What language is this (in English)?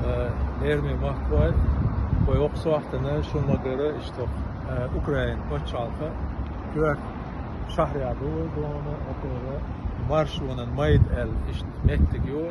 Chechen